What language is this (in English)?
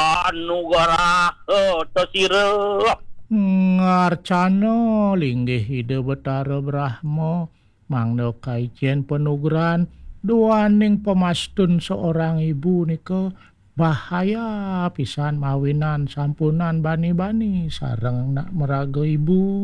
Balinese